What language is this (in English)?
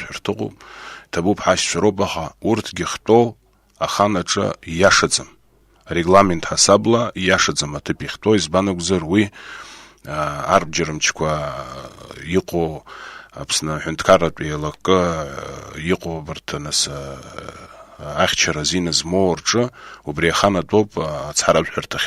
Abkhazian